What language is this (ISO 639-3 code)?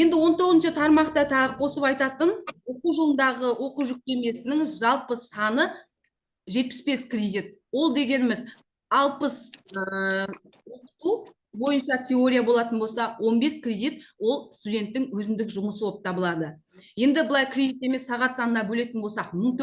kaz